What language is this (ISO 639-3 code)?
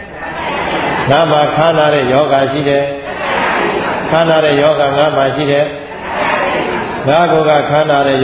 mya